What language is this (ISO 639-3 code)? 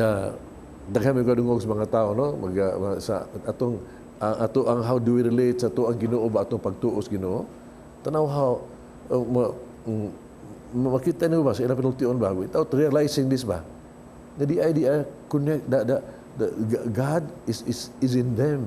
ceb